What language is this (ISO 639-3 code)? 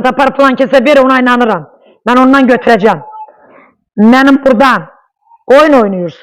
aze